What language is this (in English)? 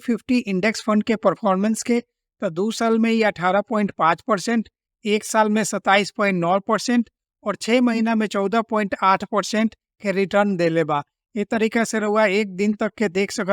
Bhojpuri